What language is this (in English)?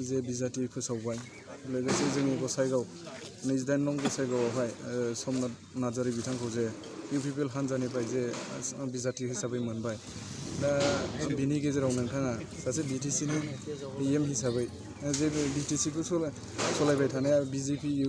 Bodo